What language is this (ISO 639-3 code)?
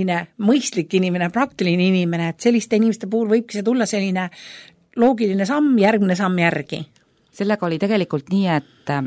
est